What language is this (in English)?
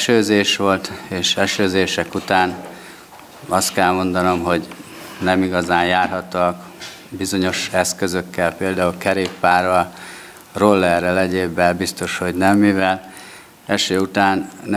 Hungarian